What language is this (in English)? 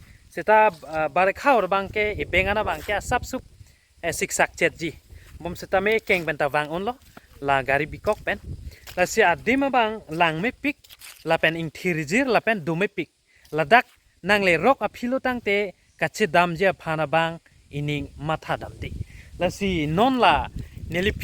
Karbi